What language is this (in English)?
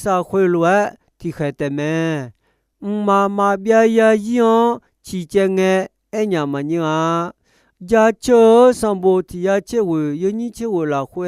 Akha